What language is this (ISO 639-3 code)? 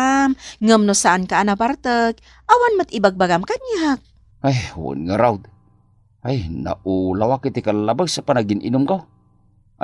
ilo